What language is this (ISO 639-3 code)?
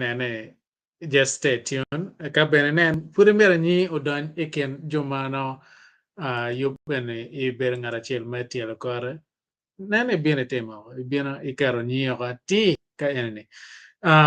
ach